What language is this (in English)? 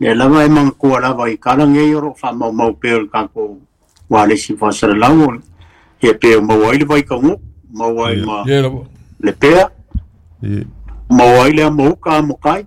Samoan